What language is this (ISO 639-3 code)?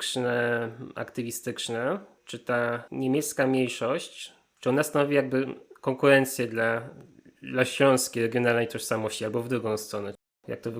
szl